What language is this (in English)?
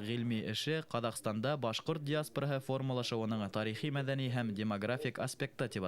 Bashkir